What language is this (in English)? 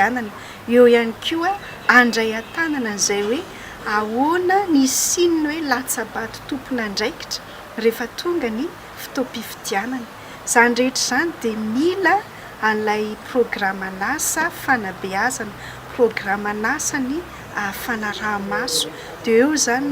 Malagasy